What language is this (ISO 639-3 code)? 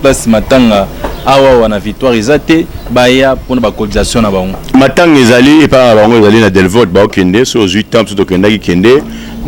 lin